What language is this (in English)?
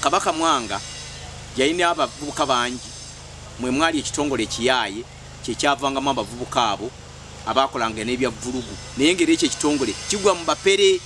Ganda